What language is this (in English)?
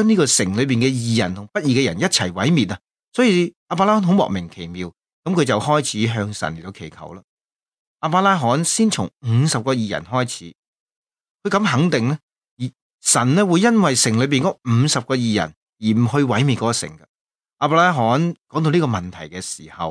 Cantonese